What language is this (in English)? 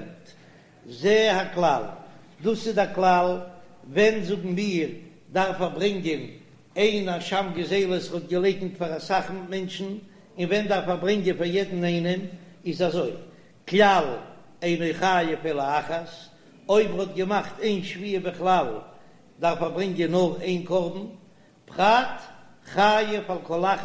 Yiddish